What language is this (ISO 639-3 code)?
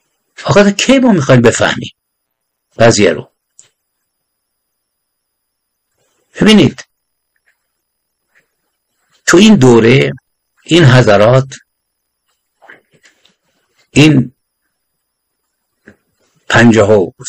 fas